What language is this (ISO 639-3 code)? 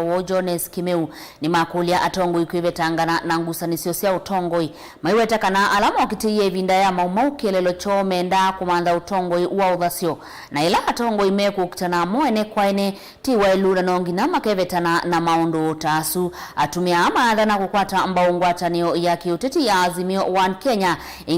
kam